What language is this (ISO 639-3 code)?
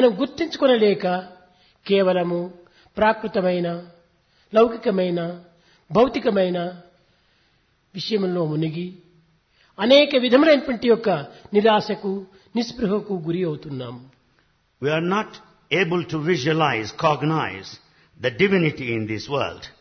tel